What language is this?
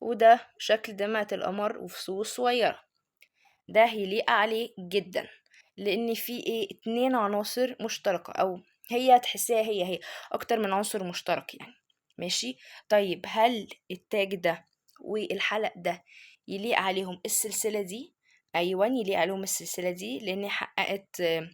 Egyptian Arabic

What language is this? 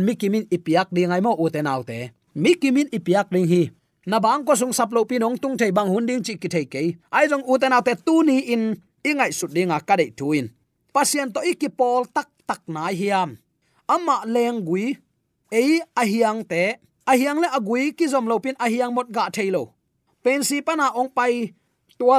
Tedim Chin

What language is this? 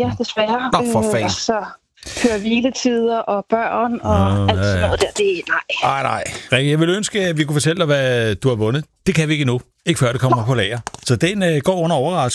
Danish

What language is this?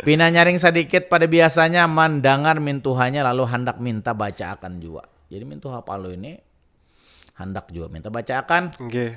Banjar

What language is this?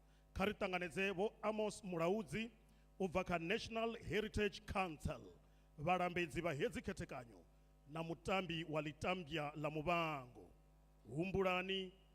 Venda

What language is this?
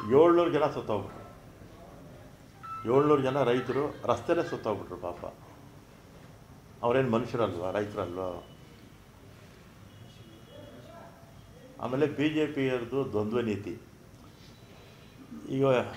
Kannada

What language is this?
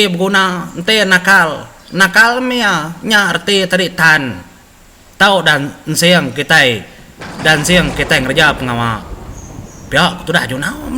Iban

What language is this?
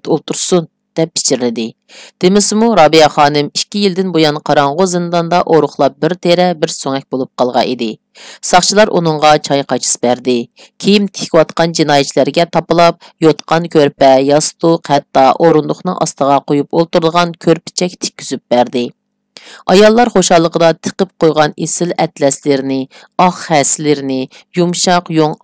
Uyghur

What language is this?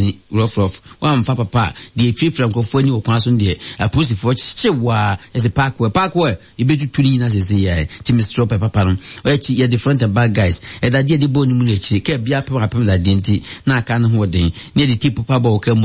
Akan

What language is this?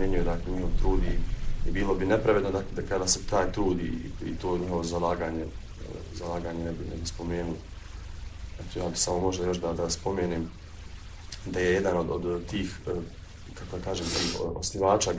Bosnian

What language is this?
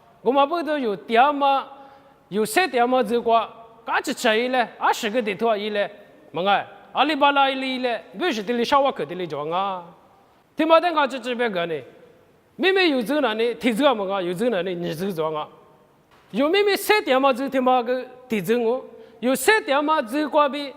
Lisu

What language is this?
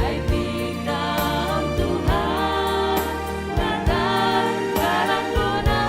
Batak Simalungun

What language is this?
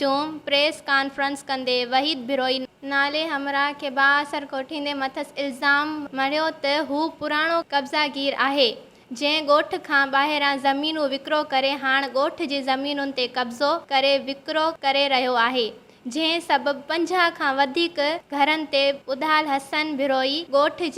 Sindhi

